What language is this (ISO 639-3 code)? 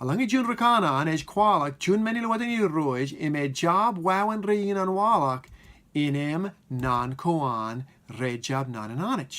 mah